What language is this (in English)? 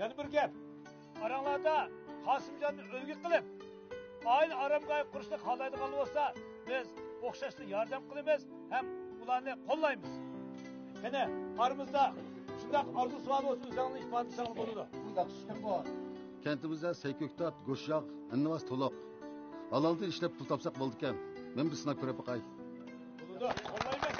Uyghur